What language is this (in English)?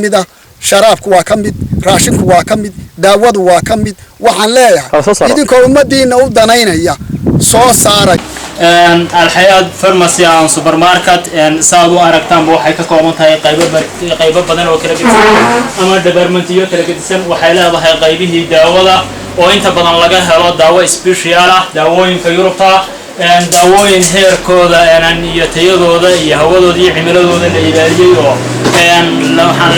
Somali